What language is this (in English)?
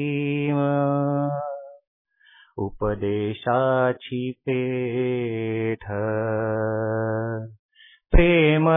Marathi